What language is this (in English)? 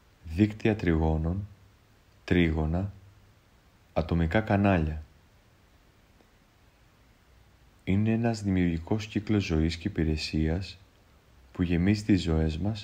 Greek